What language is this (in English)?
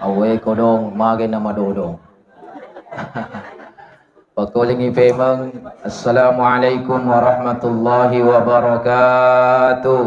Buginese